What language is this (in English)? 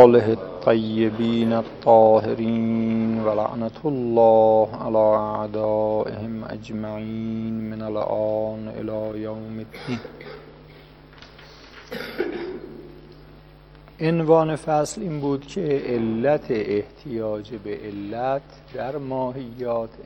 Persian